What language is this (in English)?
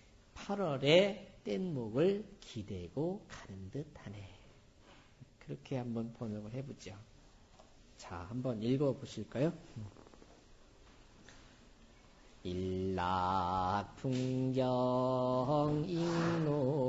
Korean